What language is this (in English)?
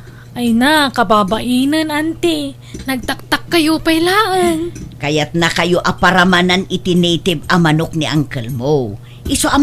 Iloko